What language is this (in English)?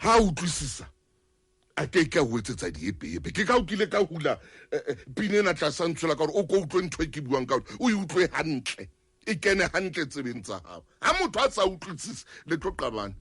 Southern Sotho